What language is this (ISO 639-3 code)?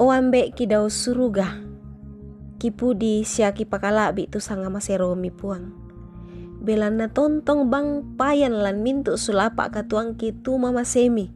sda